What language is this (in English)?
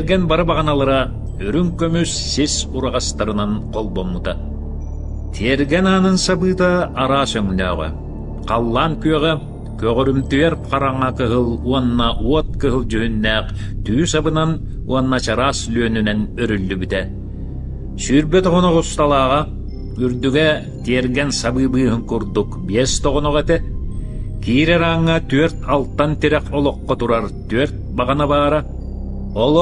Yakut